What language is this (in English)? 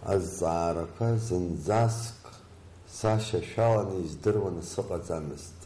Abkhazian